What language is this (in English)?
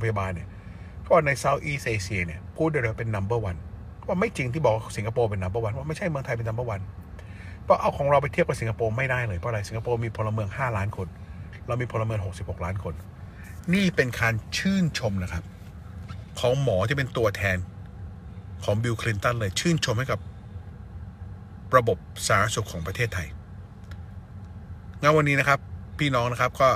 Thai